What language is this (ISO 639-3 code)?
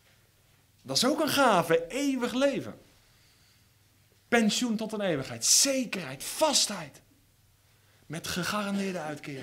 nld